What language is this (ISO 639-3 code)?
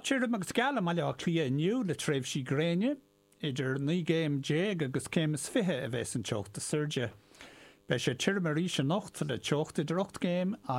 gle